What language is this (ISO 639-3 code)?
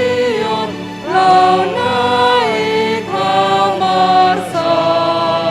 bts